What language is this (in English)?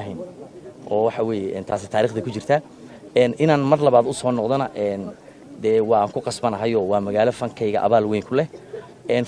Somali